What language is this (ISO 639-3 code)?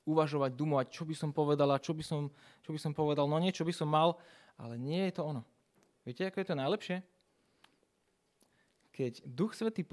slk